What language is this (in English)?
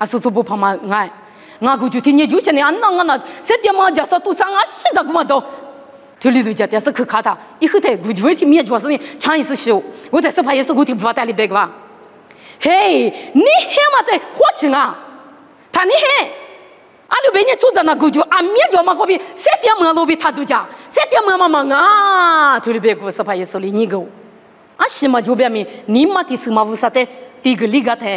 Lisu